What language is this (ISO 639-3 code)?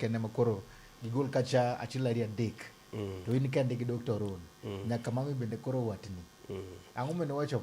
luo